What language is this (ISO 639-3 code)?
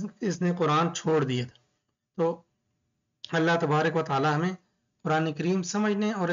urd